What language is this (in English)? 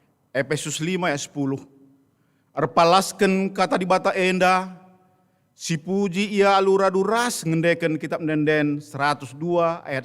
Batak Karo